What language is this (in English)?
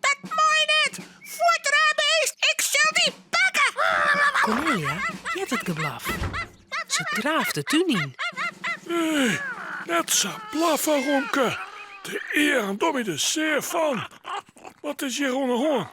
Western Frisian